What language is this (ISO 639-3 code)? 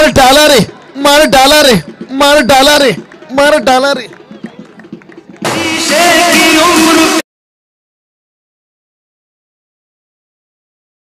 hin